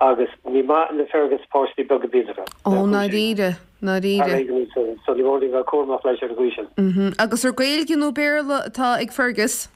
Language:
Irish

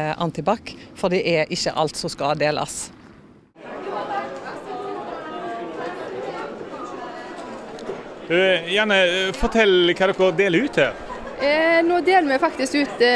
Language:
Norwegian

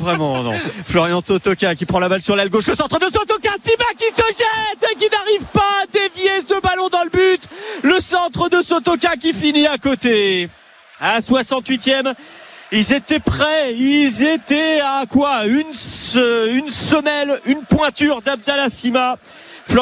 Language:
French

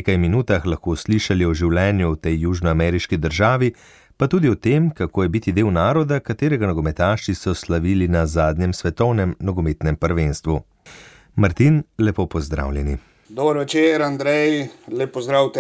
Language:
Slovenian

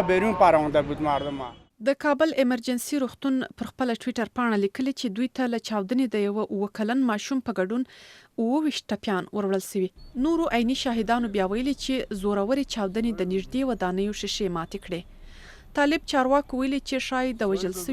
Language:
Pashto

